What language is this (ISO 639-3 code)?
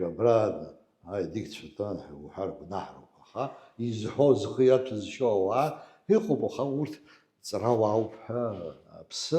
abk